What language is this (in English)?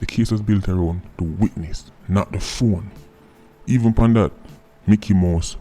Jamaican Creole English